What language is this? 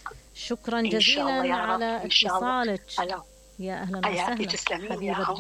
Mesopotamian Arabic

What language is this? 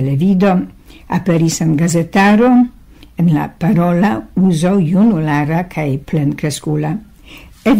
Esperanto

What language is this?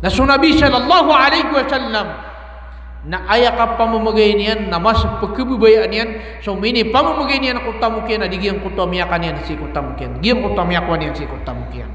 Maranao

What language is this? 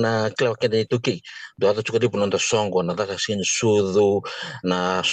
Fijian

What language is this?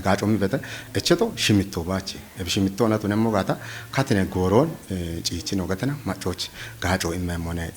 Kafa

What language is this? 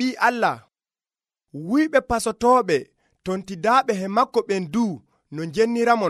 Nigerian Fulfulde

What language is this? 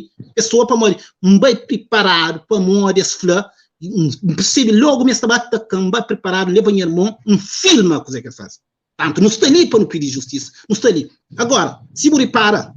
Kabuverdianu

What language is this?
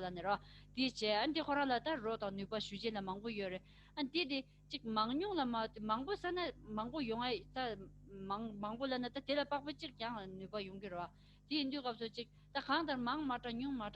Tibetan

